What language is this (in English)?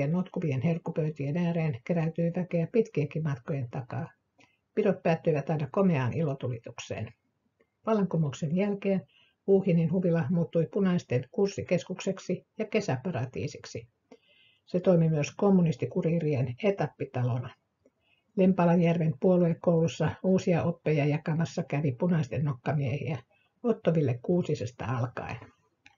Finnish